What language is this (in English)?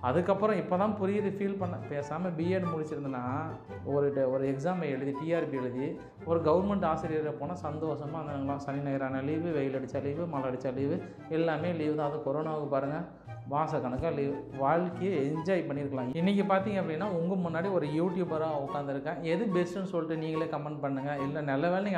Tamil